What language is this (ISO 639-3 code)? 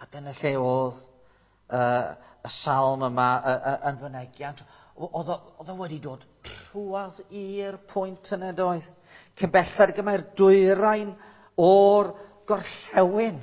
cym